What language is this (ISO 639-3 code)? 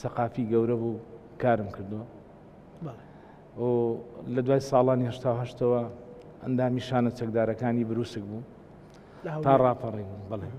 ckb